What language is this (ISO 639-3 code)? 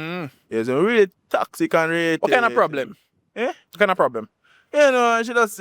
jam